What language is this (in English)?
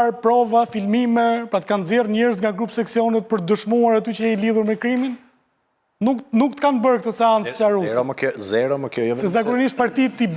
Albanian